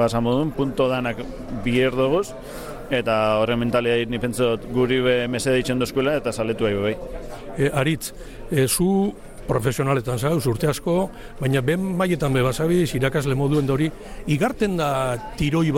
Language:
Basque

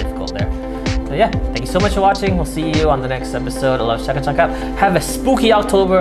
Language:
English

